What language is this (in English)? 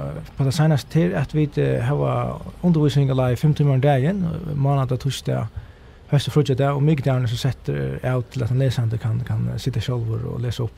Faroese